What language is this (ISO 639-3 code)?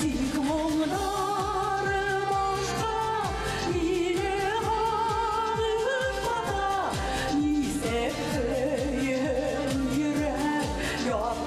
bak